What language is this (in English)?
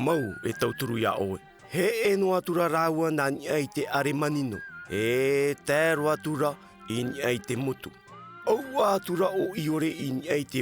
Tahitian